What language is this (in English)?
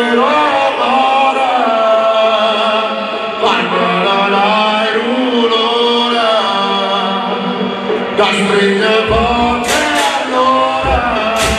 Italian